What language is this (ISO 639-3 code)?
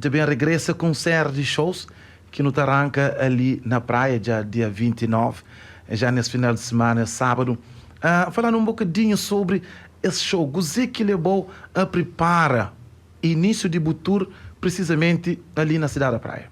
kea